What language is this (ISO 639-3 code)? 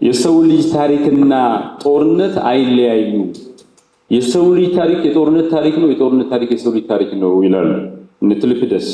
amh